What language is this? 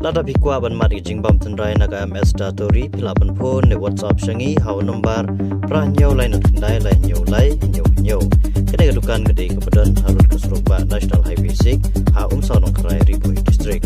Khasi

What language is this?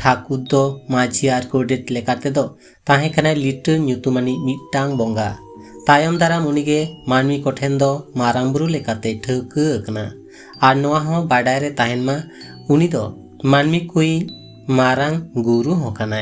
Santali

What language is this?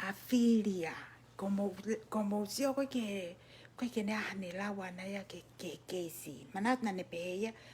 Tongan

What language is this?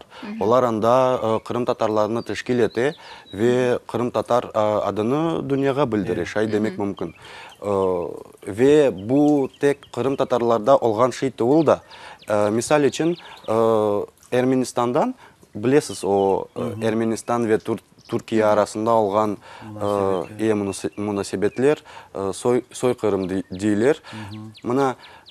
Crimean Tatar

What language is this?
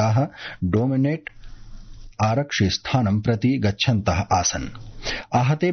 Sanskrit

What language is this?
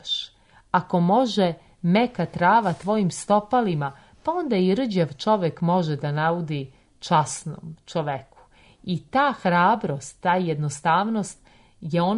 Serbian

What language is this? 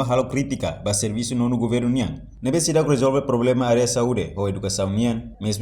Tetum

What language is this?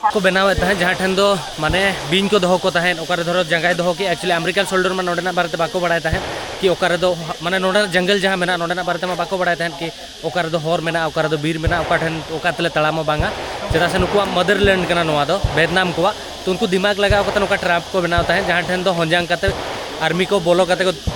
Santali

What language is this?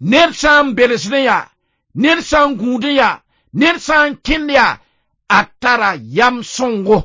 Mossi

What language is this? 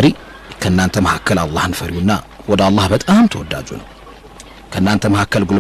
Amharic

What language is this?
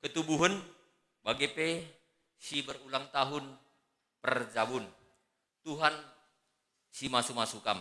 Batak Karo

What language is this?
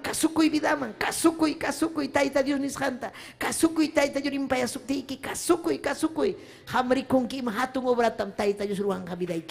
Ayacucho Quechua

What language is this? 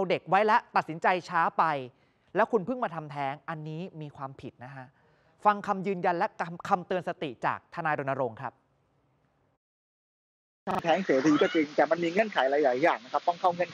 Thai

